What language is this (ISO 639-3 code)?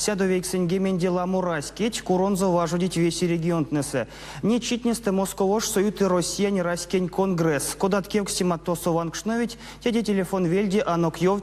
myv